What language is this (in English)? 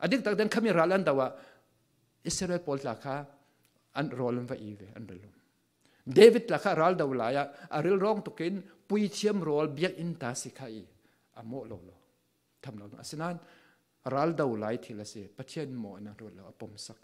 Falam Chin